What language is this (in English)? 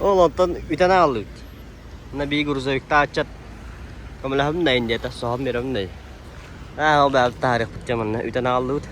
Yakut